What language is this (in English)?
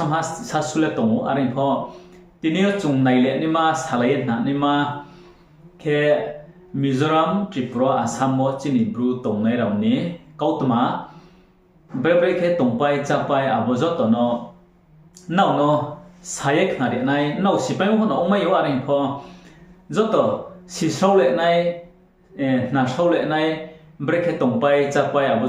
Riang (India)